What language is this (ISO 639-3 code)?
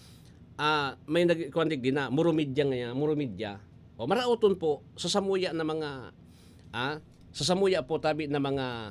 bik